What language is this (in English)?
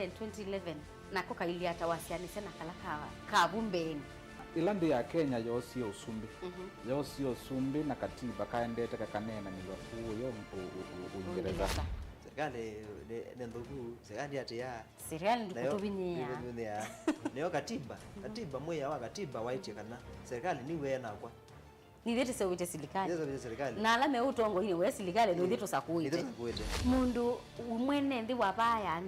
Kamba